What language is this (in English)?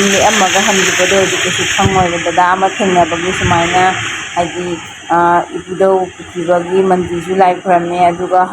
Manipuri